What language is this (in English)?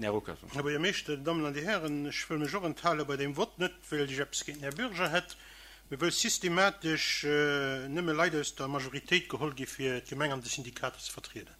Luxembourgish